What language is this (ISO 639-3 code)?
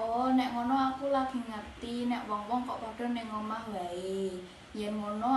jav